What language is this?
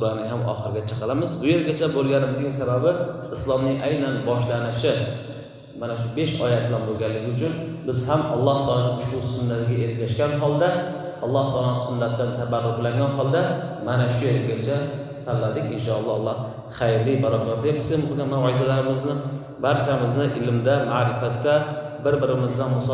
Uzbek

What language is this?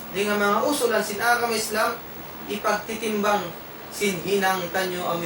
Tausug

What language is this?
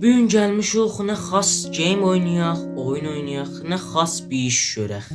South Azerbaijani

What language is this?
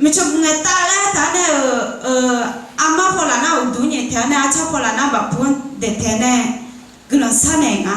Akha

